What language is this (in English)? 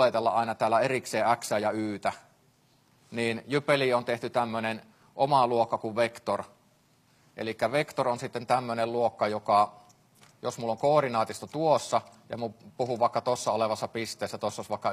Finnish